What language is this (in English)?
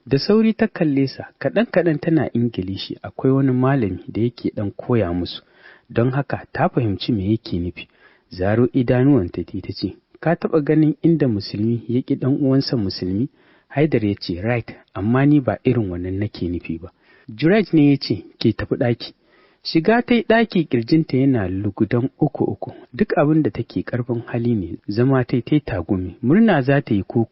Hausa